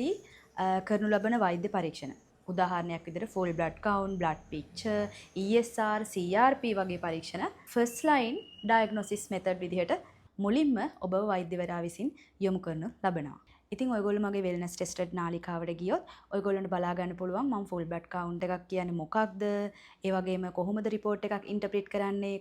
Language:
Sinhala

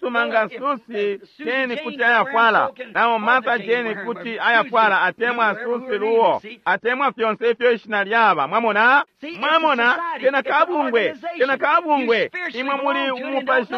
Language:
Bemba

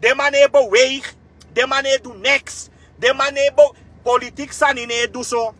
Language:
Sranan Tongo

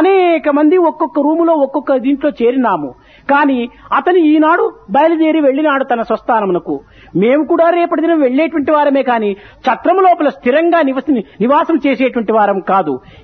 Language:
Telugu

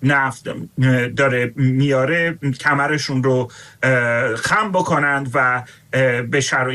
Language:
Persian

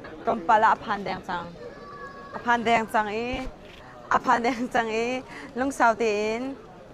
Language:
Hakha Chin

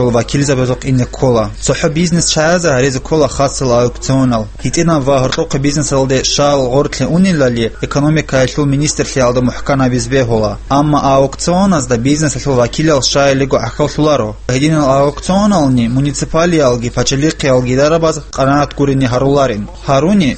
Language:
Avaric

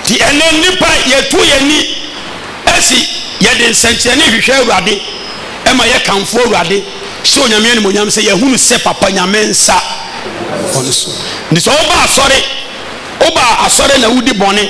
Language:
Akan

